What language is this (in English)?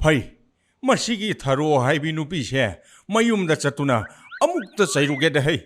Manipuri